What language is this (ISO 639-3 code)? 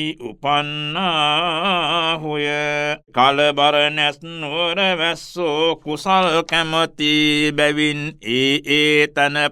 sin